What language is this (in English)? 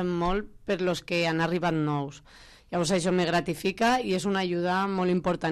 Catalan